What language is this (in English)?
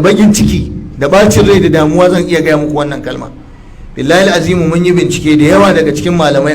Hausa